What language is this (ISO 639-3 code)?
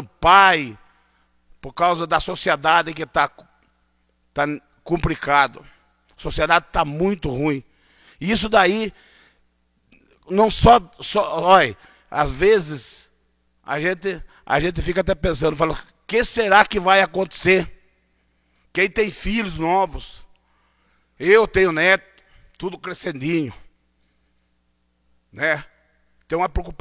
por